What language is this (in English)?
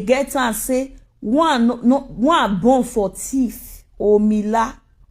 Nigerian Pidgin